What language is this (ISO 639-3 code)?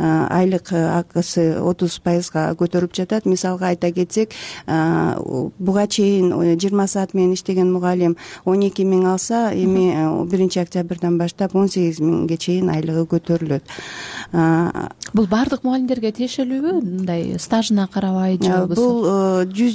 kir